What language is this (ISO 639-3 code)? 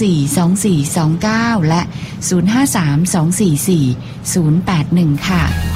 tha